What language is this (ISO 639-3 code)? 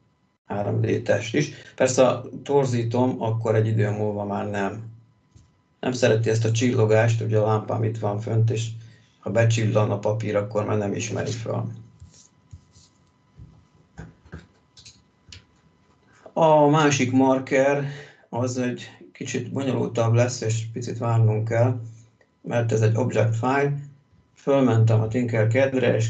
hun